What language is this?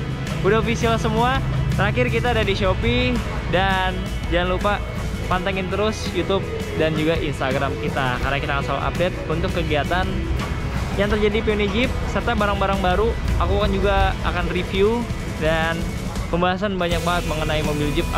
Indonesian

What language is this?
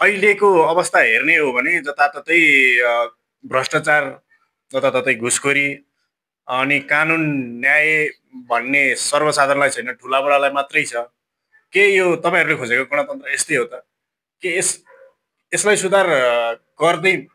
Nepali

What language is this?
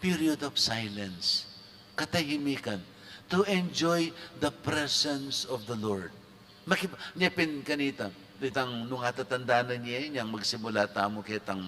Pampanga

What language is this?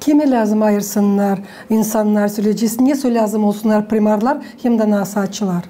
Gagauz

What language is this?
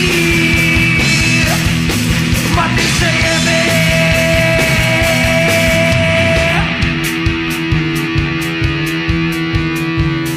Croatian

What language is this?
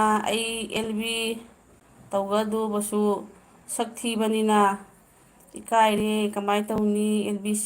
Manipuri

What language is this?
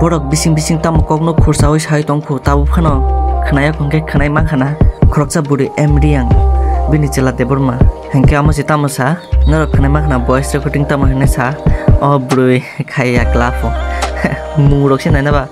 Kok Borok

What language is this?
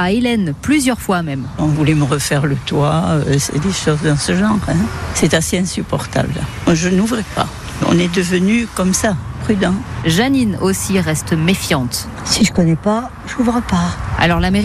French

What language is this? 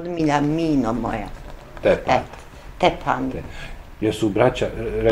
Bosnian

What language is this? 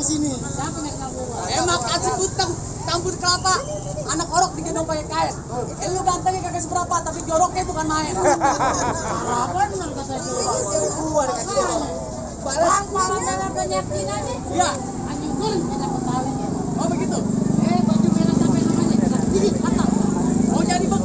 Betawi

